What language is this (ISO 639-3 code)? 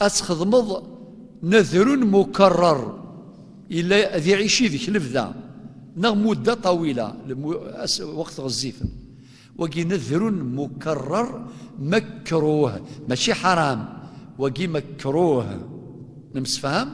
kab